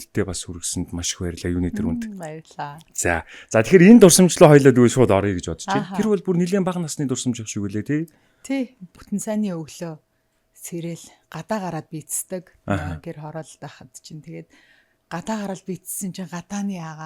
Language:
Mongolian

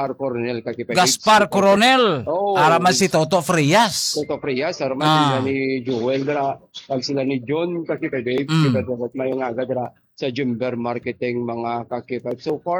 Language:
Hiligaynon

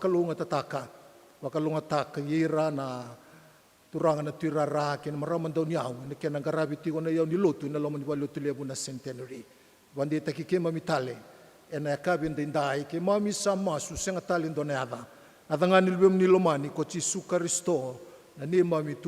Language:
Fijian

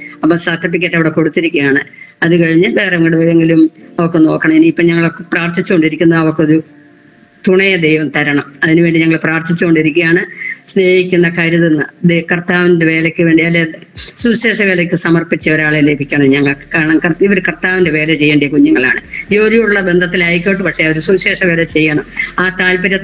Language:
Malayalam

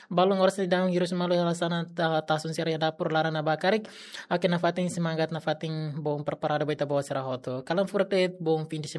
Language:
Tetum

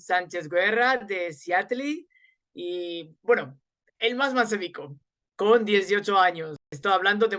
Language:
Ladino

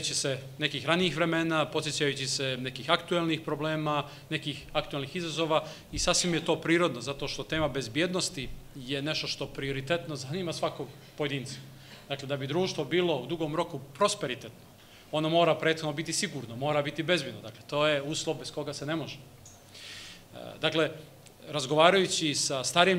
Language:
Serbian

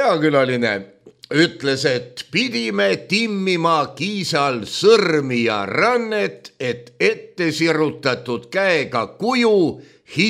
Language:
Estonian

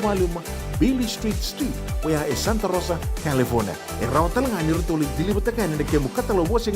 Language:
Fijian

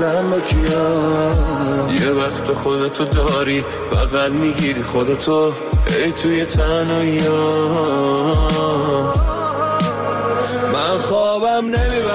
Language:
Persian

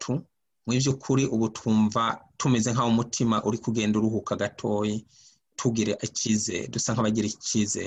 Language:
Rundi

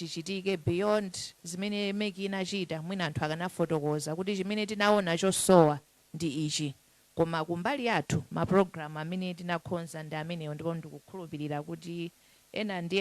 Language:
Nyanja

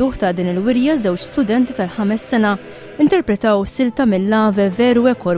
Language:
Maltese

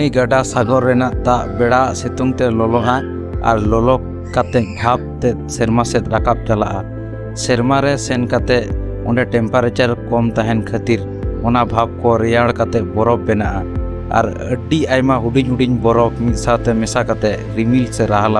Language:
Santali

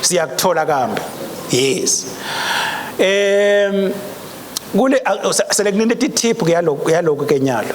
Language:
Swati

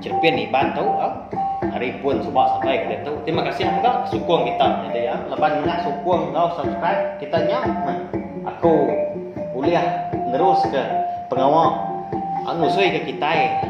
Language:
Iban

